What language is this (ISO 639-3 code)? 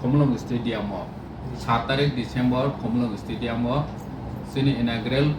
trp